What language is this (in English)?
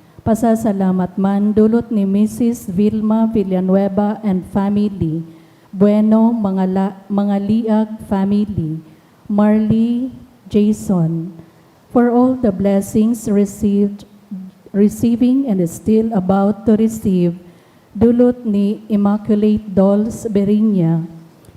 Bikol